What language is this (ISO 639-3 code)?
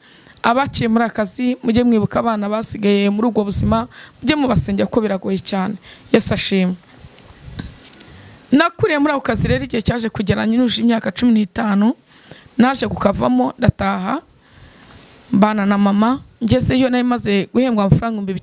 kin